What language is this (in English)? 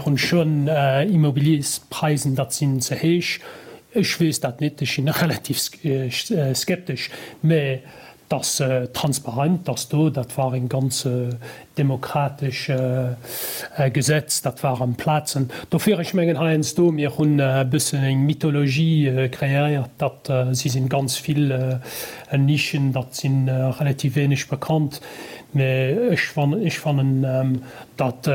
Luxembourgish